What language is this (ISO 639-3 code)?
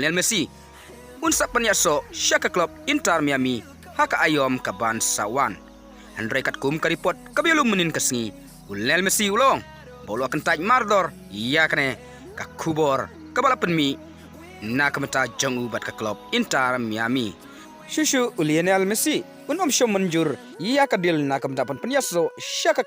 kha